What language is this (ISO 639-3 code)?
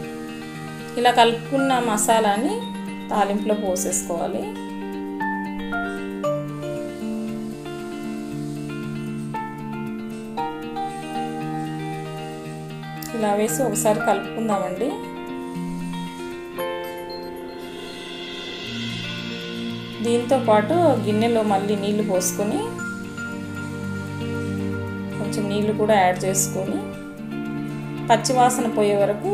tel